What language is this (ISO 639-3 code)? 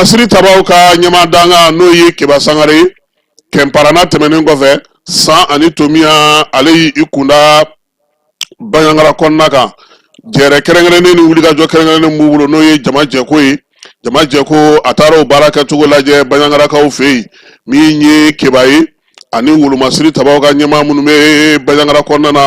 bam